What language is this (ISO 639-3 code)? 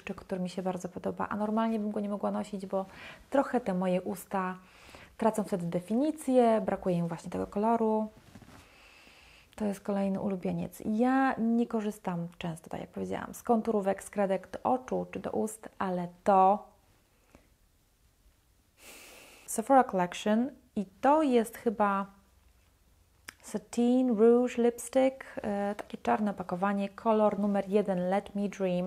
pol